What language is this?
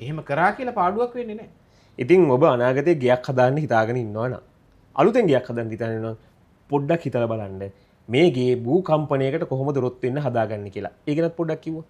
Sinhala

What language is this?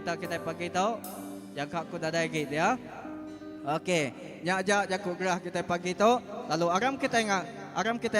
Iban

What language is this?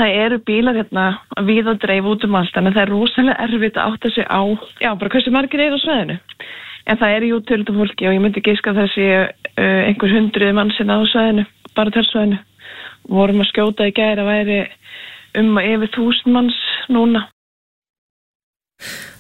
Icelandic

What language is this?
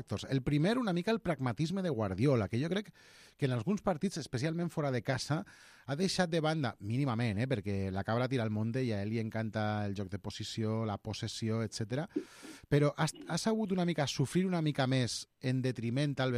Catalan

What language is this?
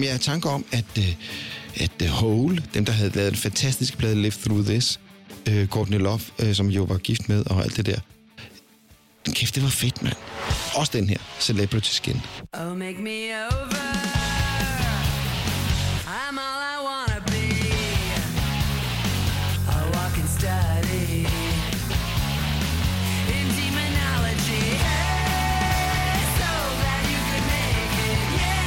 Danish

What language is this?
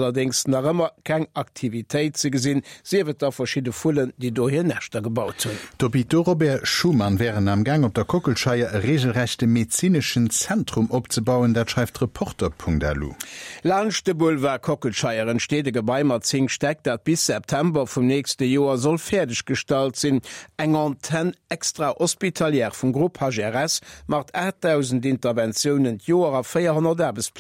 Luxembourgish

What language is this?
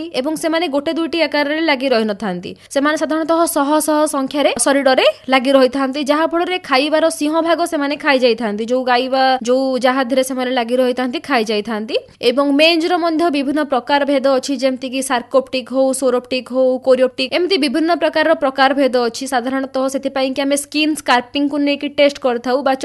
Odia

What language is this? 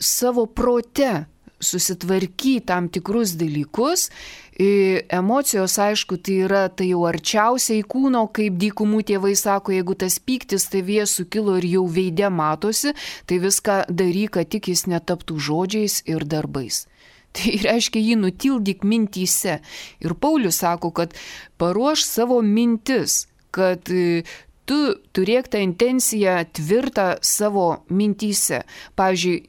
Lithuanian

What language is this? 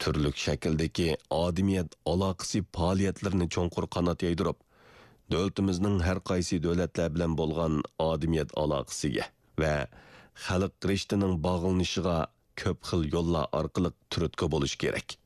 Uyghur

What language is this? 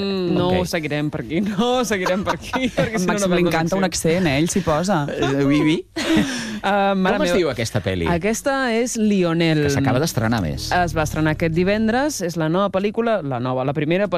Catalan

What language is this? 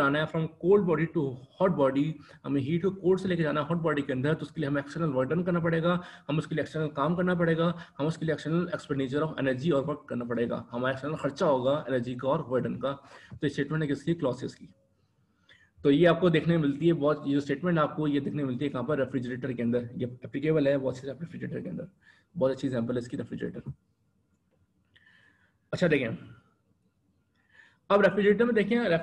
Hindi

